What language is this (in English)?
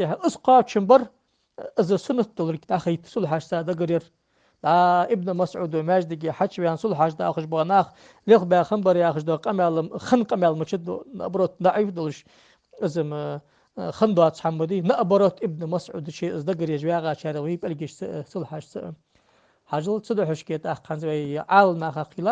Ingush